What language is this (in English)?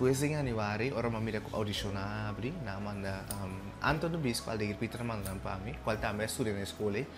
Papiamento